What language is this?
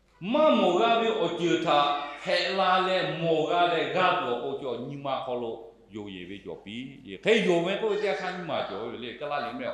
Lahu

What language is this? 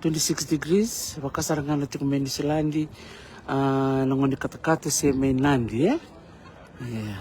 Fijian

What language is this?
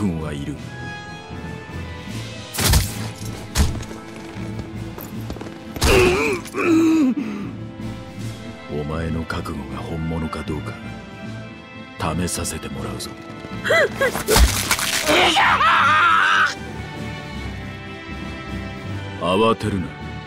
Japanese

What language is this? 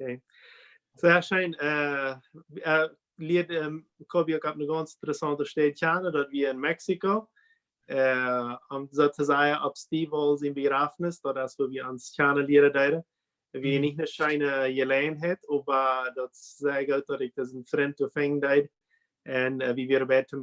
Plautdietsch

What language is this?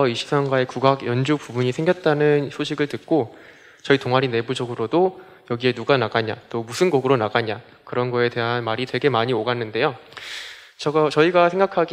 Korean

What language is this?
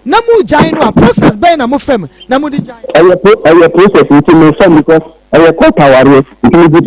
Akan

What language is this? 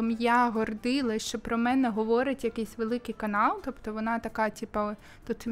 Ukrainian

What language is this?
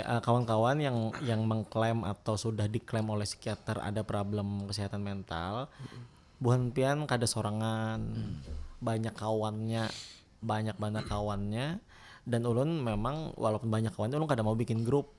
Banjar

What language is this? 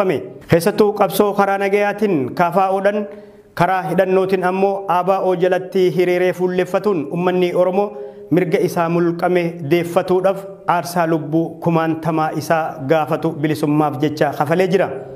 Oromo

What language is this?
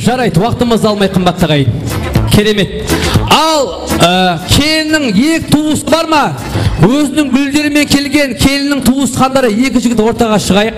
Kara-Kalpak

